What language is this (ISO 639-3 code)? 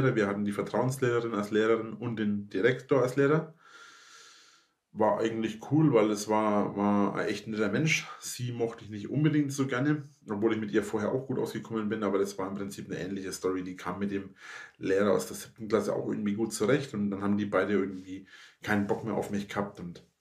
deu